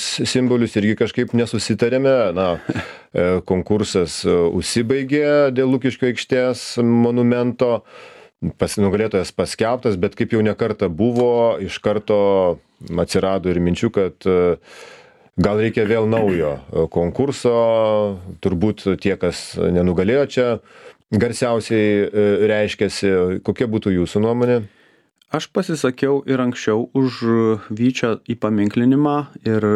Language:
Lithuanian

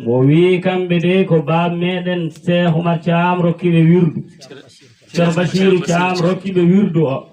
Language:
Fula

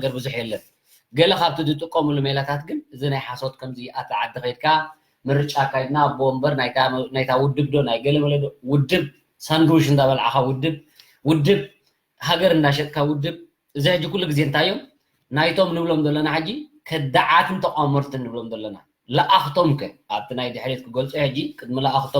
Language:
Tigrinya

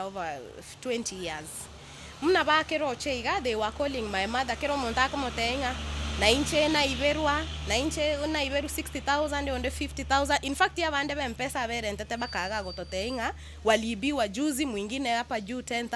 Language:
Gusii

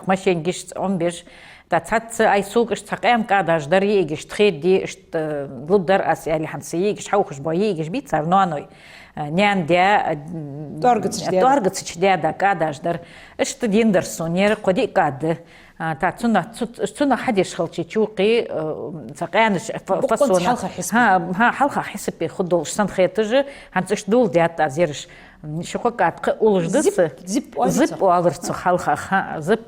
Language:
Ingush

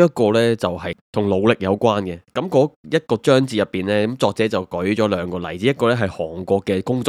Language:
Cantonese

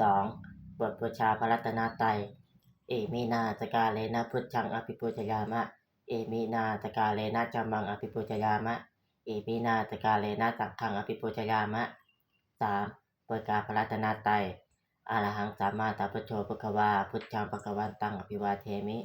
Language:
Pali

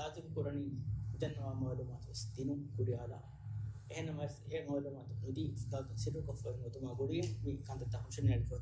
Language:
Divehi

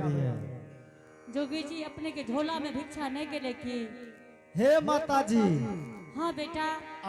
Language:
Angika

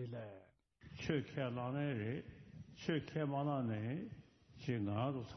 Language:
Tibetan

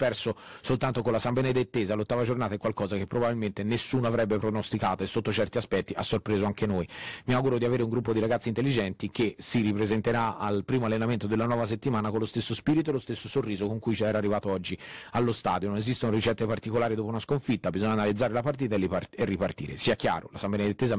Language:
Italian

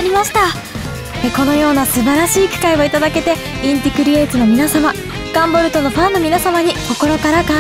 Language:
Japanese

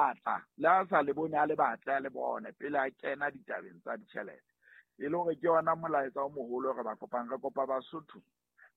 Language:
Southern Sotho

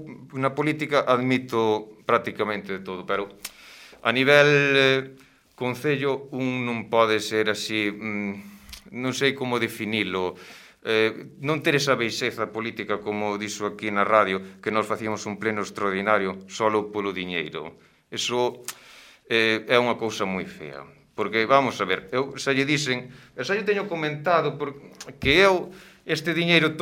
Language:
Galician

